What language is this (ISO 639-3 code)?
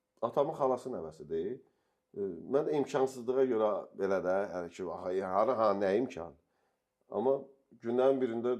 aze